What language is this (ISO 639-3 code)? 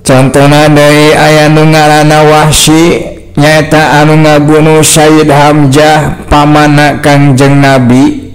sun